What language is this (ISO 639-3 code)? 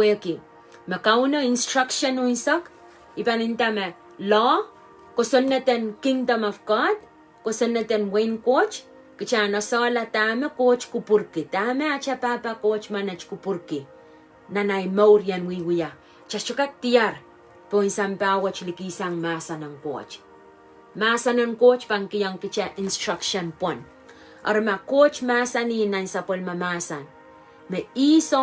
pon